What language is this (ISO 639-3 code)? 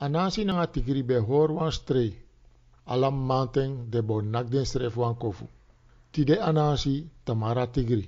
srn